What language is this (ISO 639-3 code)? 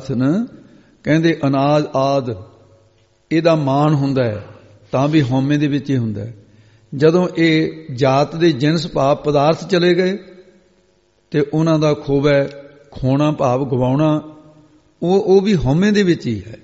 pan